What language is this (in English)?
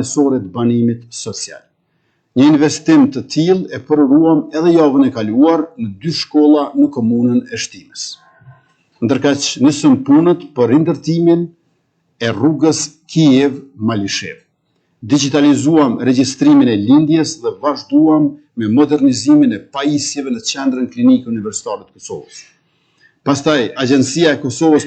Albanian